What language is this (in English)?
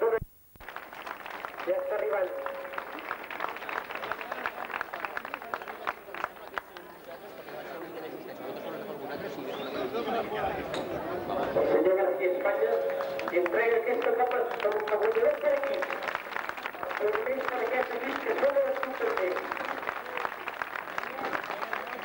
Catalan